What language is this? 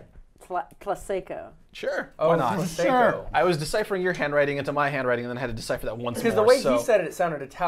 English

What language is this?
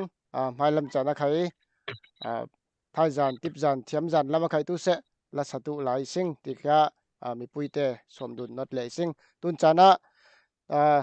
Falam Chin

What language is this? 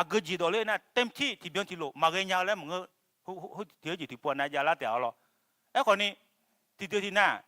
Akha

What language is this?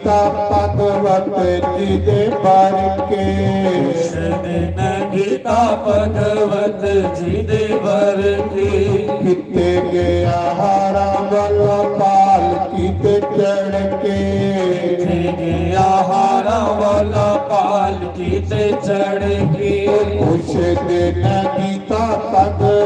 Dogri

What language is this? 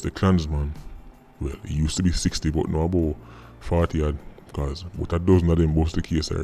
Jamaican Creole English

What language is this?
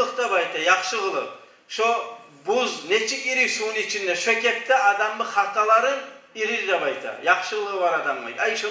Kumyk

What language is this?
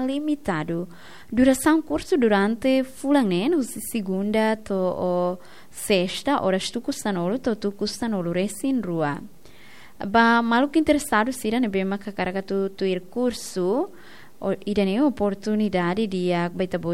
Tetum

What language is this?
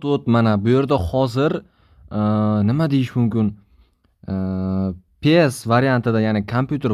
Uzbek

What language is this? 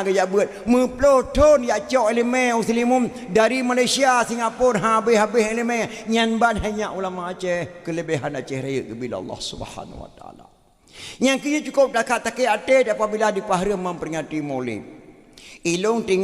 Achinese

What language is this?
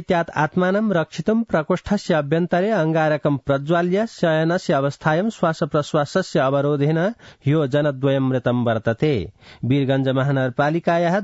Sanskrit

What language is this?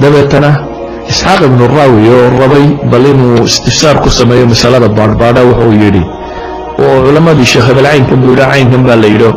Somali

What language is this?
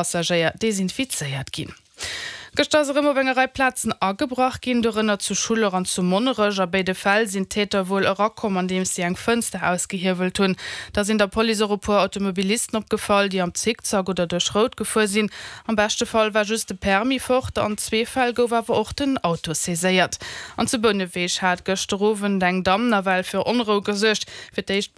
Luxembourgish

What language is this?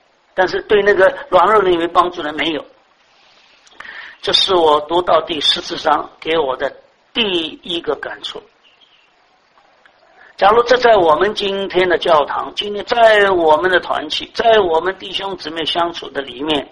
Chinese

